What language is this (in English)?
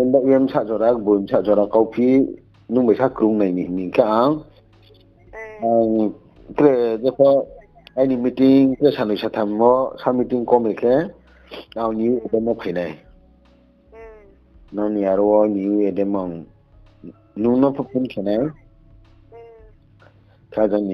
Riang (India)